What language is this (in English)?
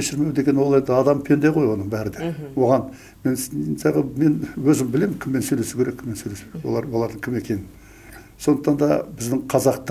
Kazakh